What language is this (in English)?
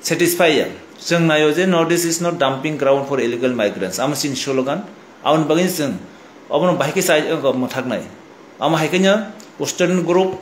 Kok Borok